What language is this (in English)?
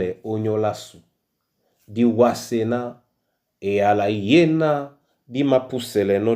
Duala